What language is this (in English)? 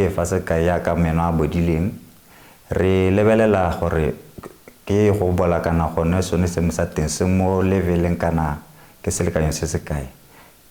Tswana